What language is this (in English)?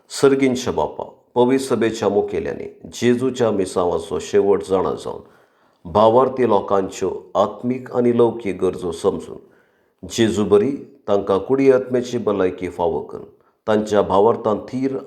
Konkani